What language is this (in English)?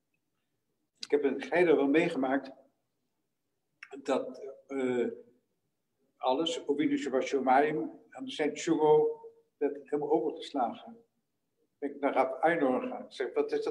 Dutch